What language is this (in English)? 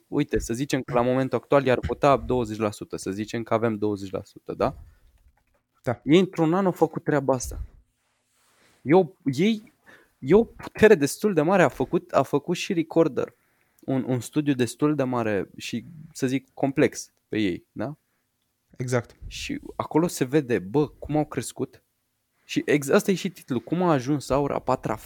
Romanian